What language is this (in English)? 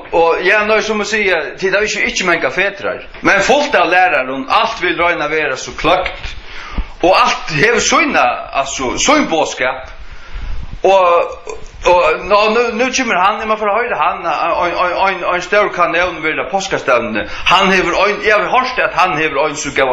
Faroese